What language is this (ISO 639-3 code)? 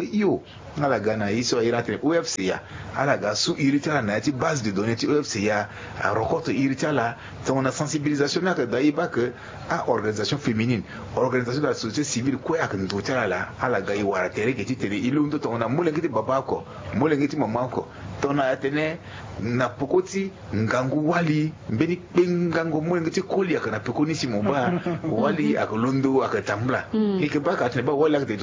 sag